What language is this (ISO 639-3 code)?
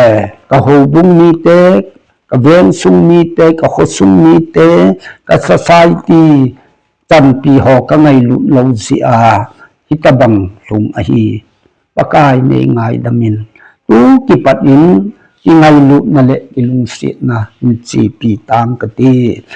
tcz